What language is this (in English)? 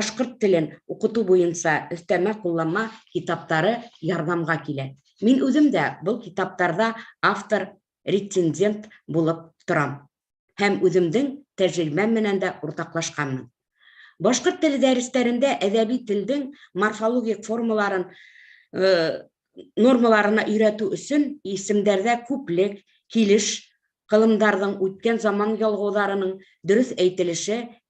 Bashkir